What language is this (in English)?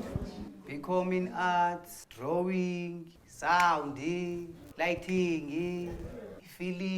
Zulu